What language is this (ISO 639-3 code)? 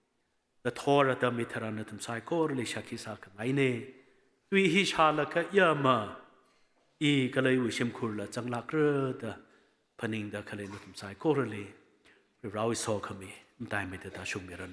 nmf